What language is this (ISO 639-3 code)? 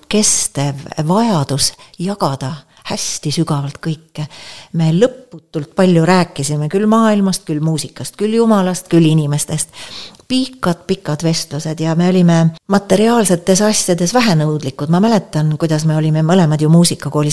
est